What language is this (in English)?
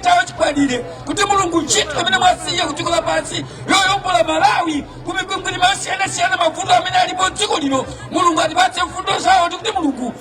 Nyanja